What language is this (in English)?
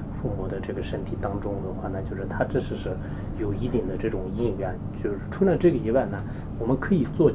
Chinese